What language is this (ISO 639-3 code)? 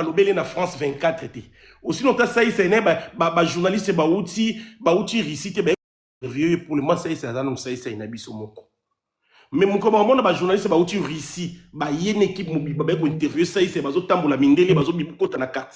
lin